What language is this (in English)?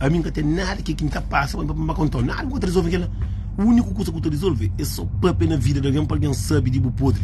Kabuverdianu